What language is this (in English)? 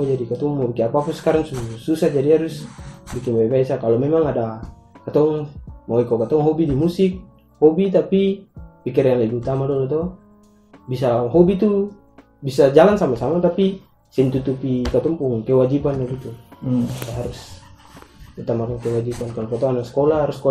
Ambonese Malay